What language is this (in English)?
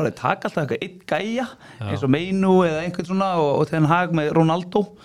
Icelandic